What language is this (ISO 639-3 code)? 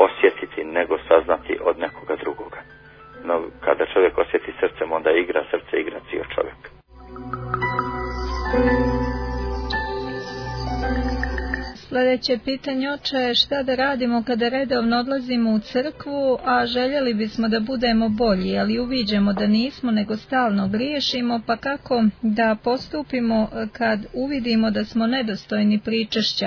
bos